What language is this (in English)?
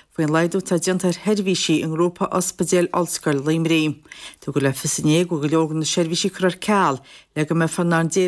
Irish